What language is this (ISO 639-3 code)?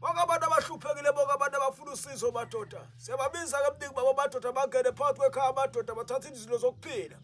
zul